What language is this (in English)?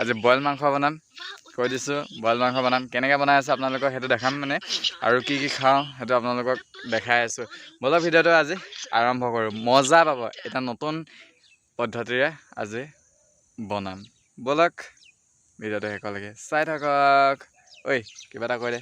Assamese